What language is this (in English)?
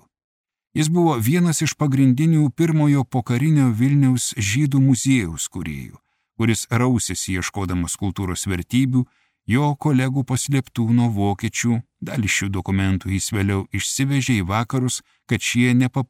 Lithuanian